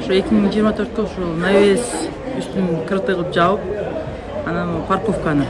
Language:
Kyrgyz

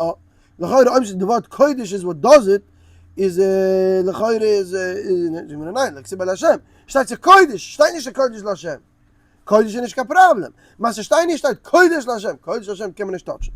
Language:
Yiddish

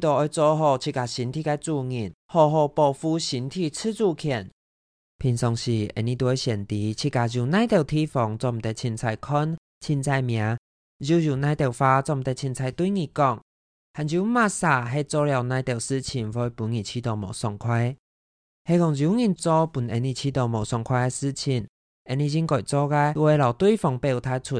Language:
Hakka Chinese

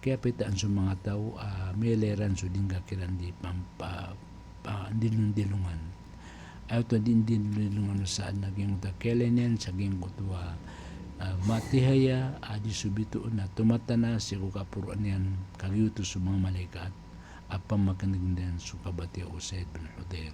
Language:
Maranao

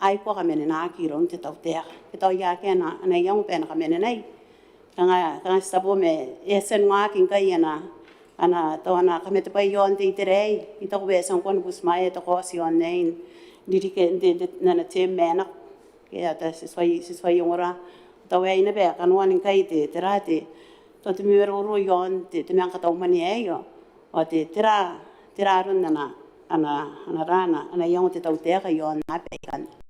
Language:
Gilbertese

